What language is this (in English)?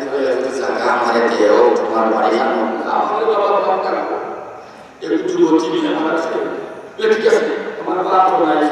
Sylheti